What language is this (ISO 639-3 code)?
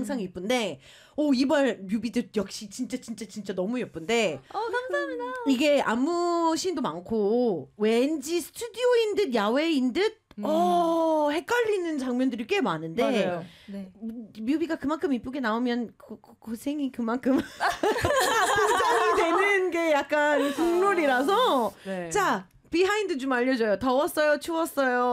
kor